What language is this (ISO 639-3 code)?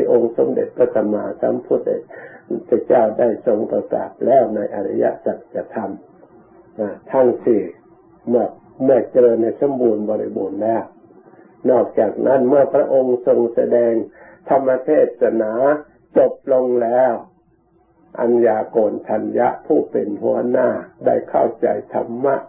tha